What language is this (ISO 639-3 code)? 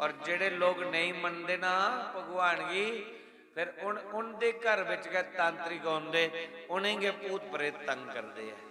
doi